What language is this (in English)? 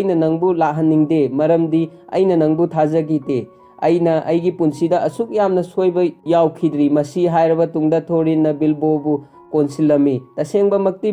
Manipuri